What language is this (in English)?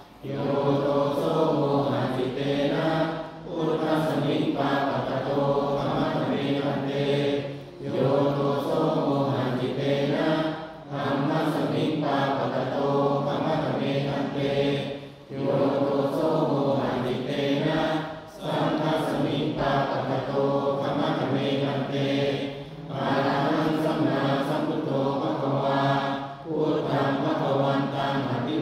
Pali